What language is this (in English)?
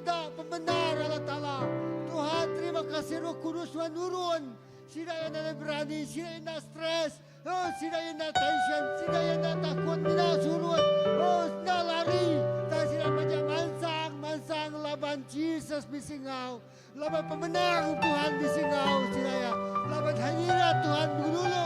Iban